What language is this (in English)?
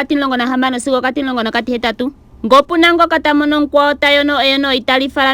Ndonga